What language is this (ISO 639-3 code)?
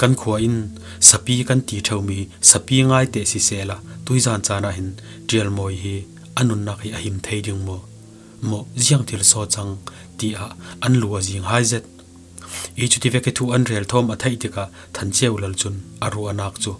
cfm